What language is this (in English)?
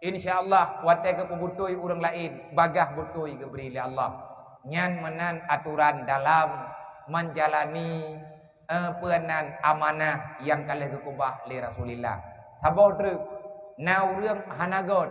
Achinese